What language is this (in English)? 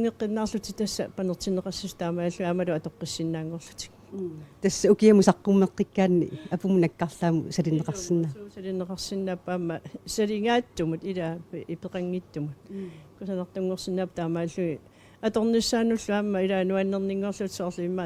Kalaallisut